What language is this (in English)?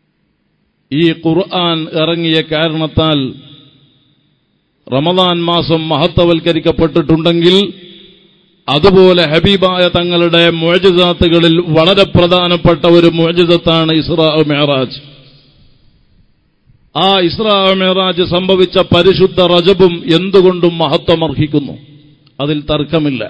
Malayalam